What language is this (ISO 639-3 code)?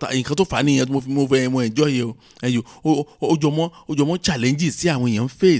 yor